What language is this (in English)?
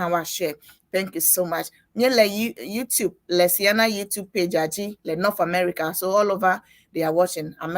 Ewe